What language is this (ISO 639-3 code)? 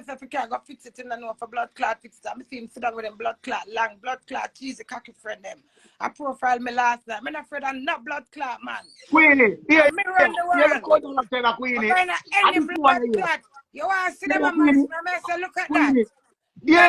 jam